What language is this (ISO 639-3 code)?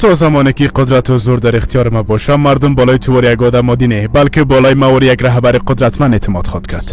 tgk